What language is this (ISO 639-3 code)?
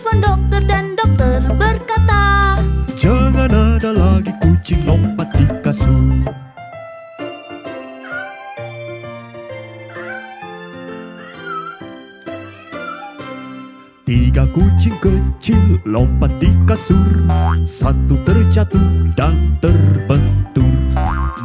ind